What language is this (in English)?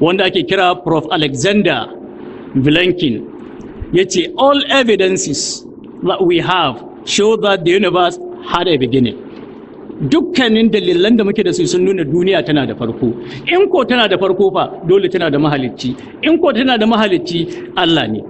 Hausa